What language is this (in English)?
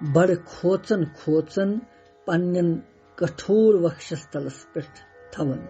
Kashmiri